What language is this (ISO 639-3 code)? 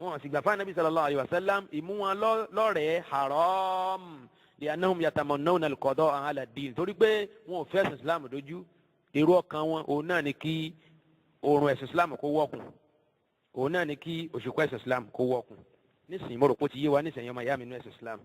yor